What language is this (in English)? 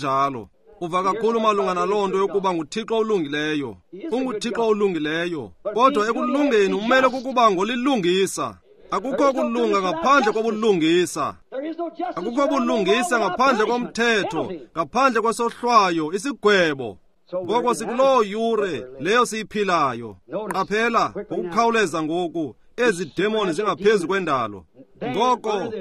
Xhosa